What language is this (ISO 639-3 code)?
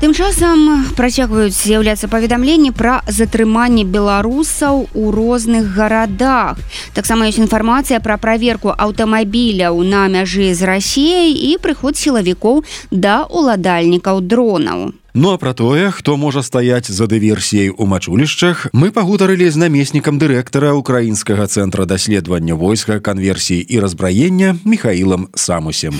bel